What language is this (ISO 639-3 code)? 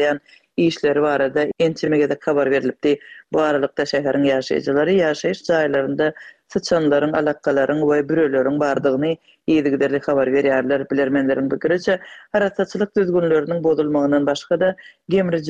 tuk